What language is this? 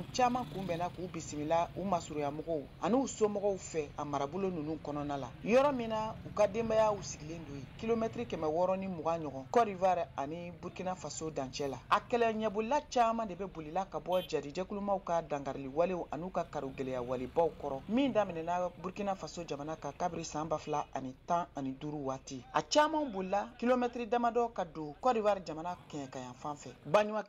Bambara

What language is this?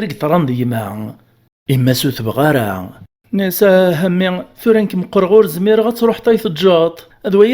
Kabyle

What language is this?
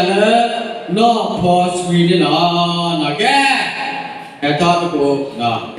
S'gaw Karen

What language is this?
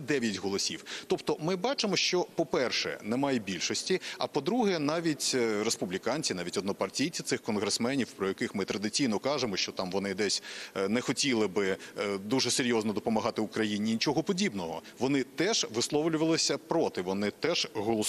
Ukrainian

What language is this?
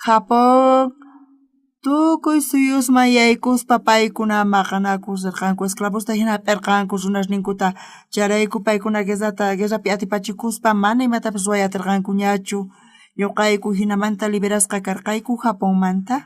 South Bolivian Quechua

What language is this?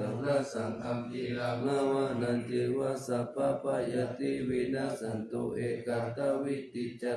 Pali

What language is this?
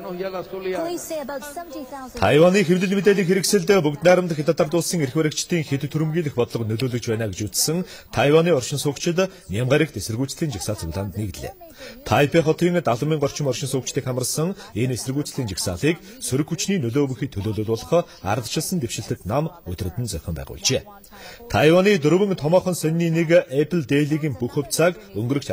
Mongolian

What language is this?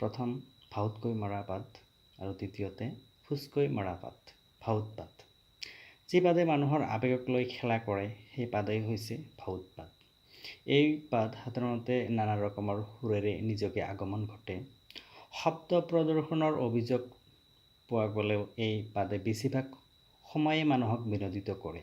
Assamese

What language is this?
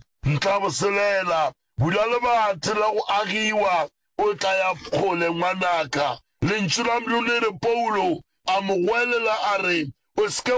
Northern Sotho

